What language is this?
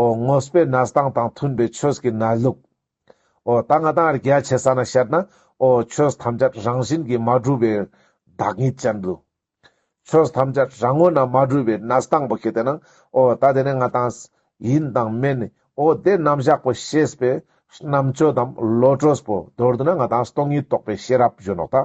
Ladakhi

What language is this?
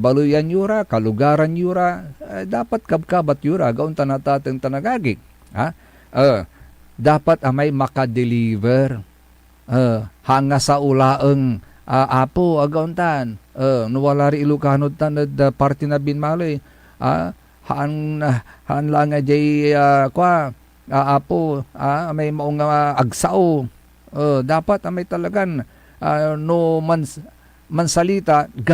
Pangasinan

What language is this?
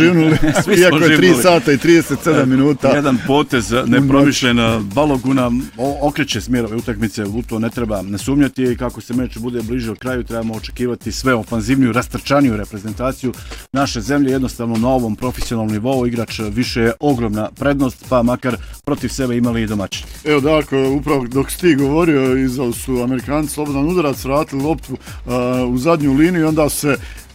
Croatian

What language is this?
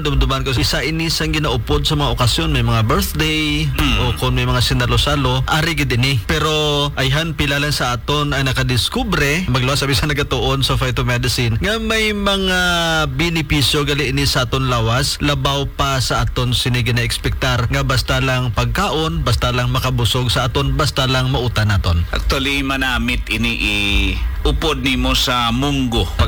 Hiligaynon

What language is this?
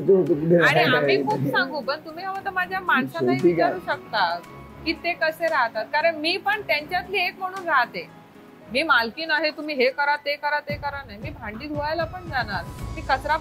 Marathi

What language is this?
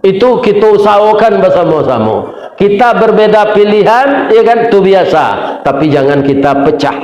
Minangkabau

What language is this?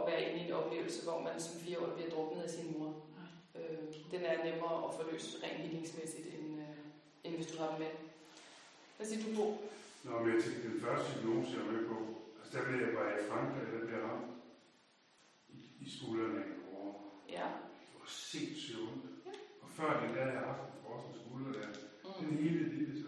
Danish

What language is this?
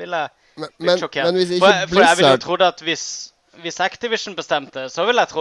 Norwegian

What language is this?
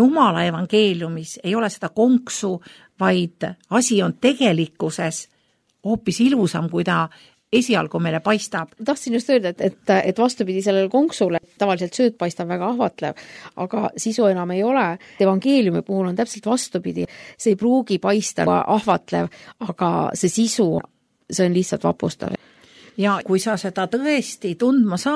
Estonian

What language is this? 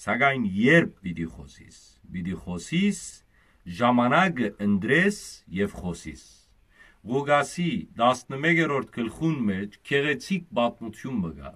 Western Armenian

